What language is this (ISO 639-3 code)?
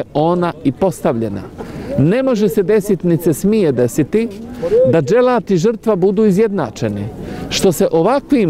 bos